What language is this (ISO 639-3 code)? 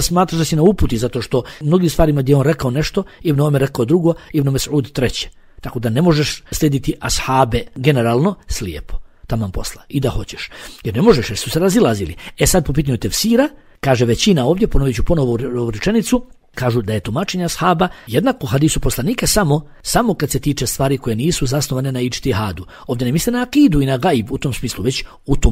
bos